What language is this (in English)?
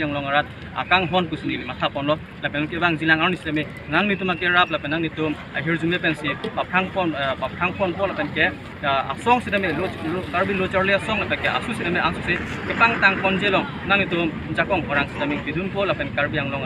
Karbi